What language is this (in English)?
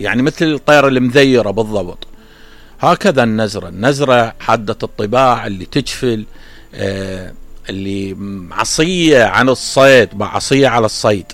Mesopotamian Arabic